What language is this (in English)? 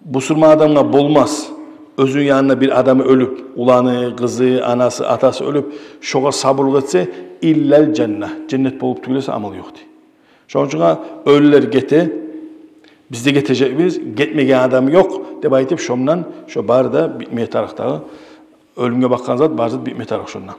Kumyk